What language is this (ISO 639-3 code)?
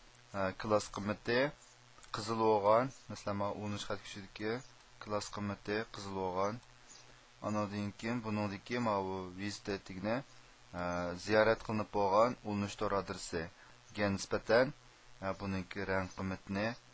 uig